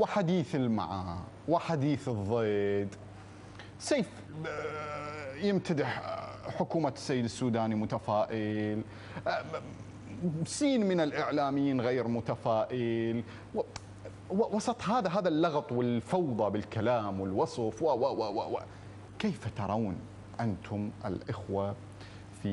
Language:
Arabic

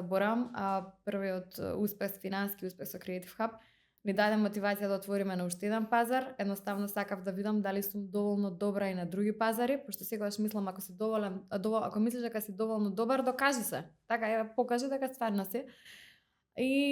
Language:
Macedonian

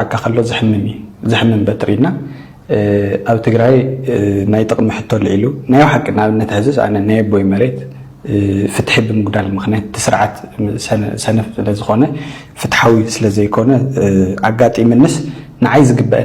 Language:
Tigrinya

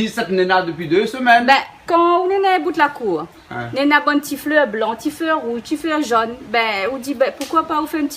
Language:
Réunion Creole French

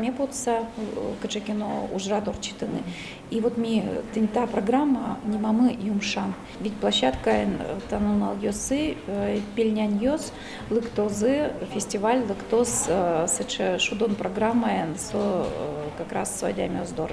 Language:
Udmurt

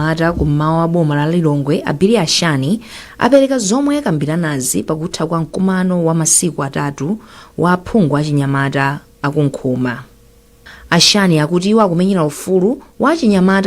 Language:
Nyanja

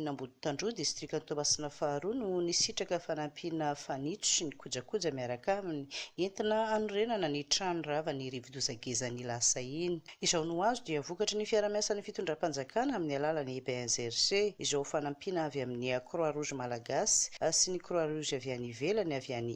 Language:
Malagasy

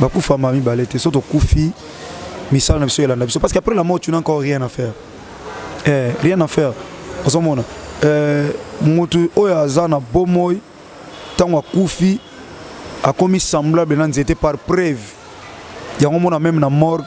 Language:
Lingala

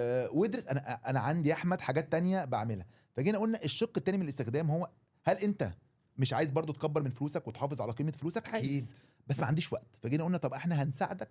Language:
Egyptian Arabic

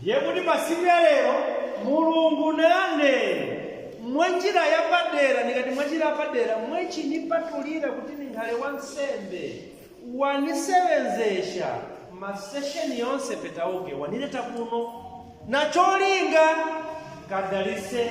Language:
Nyanja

